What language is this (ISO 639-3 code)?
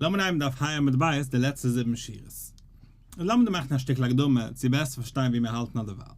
yid